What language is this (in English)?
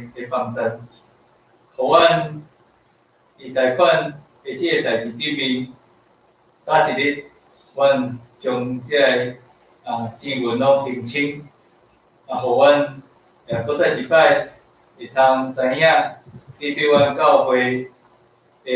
Min Nan Chinese